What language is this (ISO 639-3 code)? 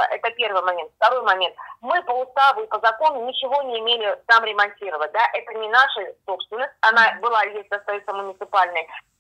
rus